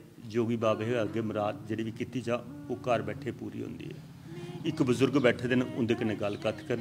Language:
Dogri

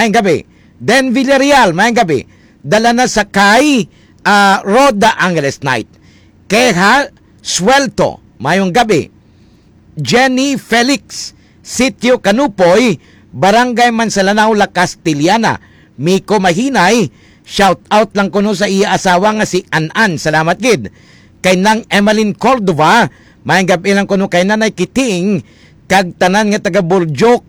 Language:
Hiligaynon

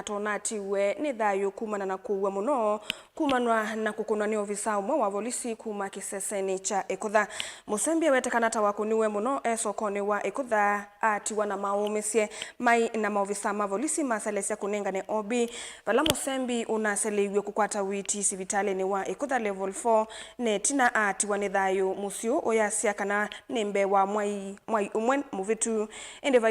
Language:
Kamba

